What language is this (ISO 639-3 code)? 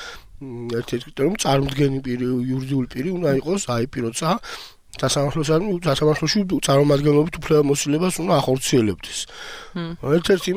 kat